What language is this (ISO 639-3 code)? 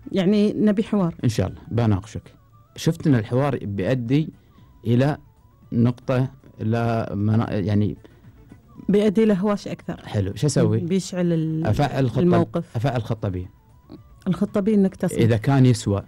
afb